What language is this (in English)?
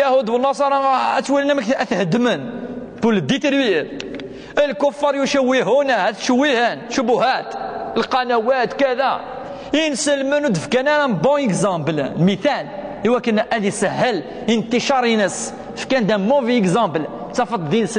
Kabyle